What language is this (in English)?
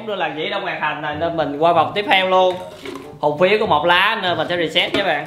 Vietnamese